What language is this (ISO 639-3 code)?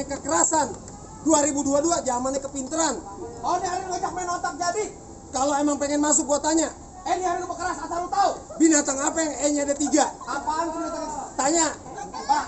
bew